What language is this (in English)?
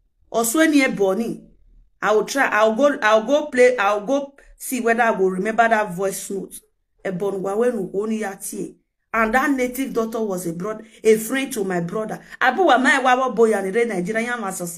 Nigerian Pidgin